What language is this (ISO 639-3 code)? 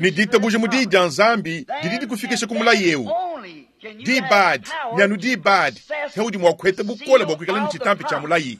lua